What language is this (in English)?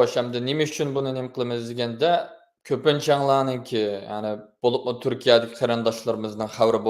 Uyghur